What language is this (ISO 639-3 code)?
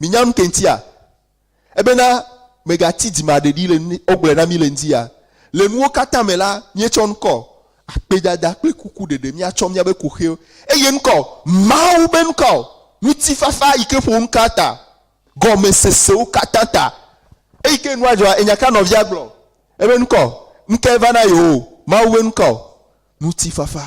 ewe